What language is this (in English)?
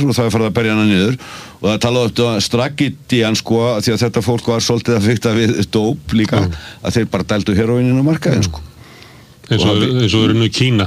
Icelandic